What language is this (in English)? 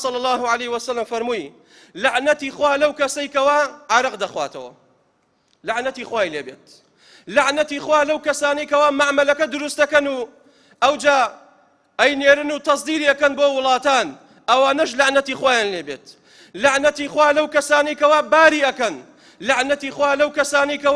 Central Kurdish